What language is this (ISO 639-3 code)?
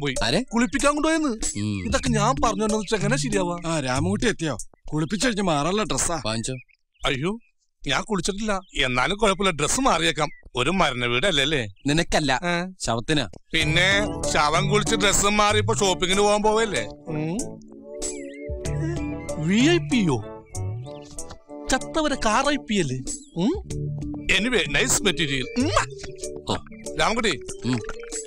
mal